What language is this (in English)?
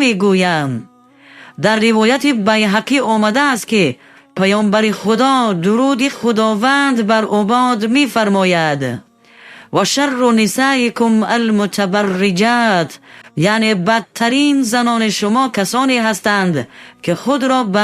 Tajik